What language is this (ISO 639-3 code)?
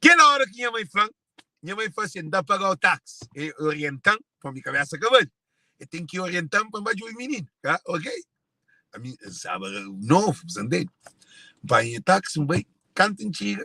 kea